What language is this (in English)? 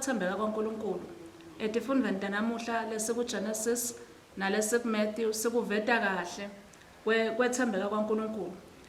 Swati